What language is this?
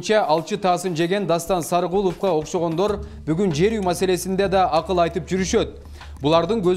Kyrgyz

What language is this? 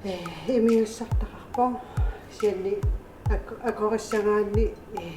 Kalaallisut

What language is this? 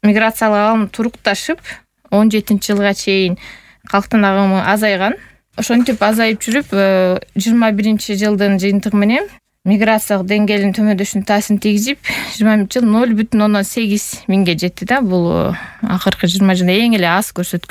Kyrgyz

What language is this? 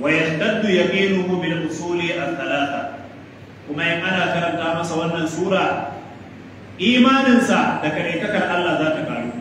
Hausa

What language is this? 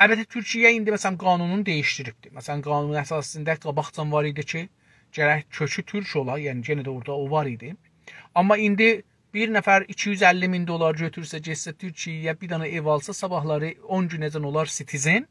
South Azerbaijani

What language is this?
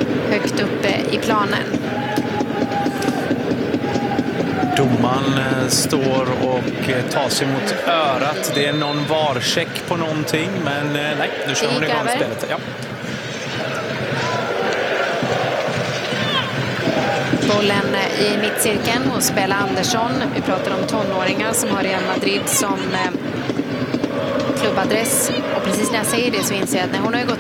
Swedish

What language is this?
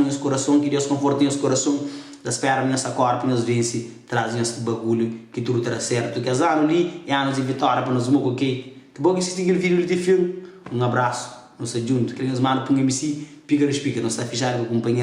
Kabuverdianu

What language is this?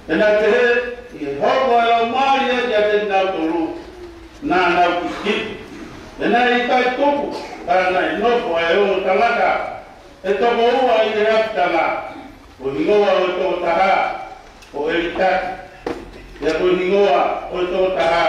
Tongan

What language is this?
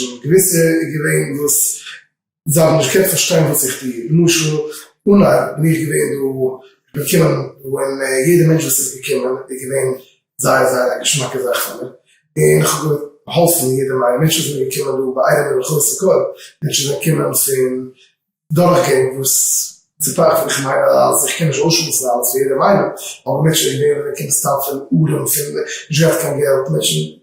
Yiddish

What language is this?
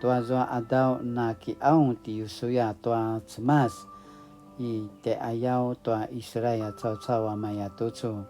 Paiwan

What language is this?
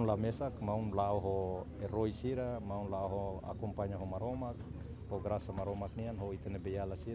Tetum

